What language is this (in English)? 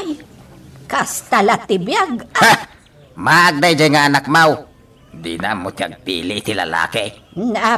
Iloko